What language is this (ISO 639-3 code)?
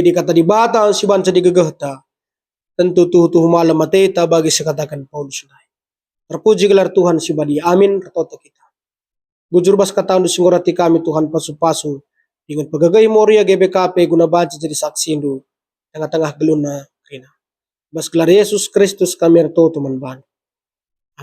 btx